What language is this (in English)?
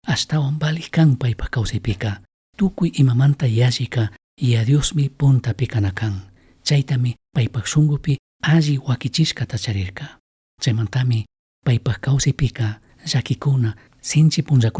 Chimborazo Highland Quichua